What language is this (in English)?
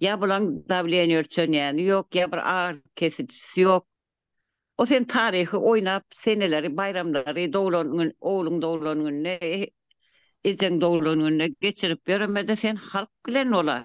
Turkmen